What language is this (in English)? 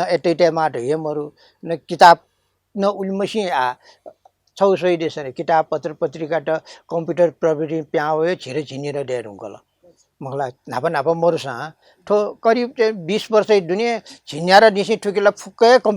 Newari